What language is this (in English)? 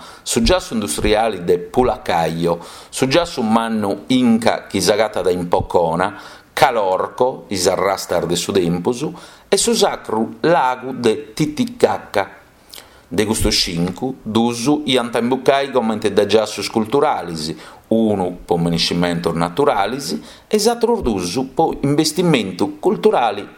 Sardinian